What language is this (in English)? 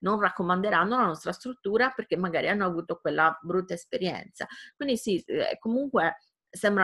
Italian